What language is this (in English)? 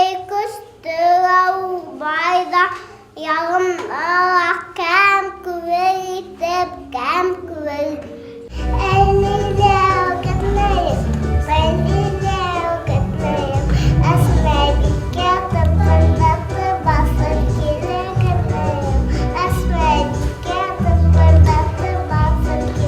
Bashkir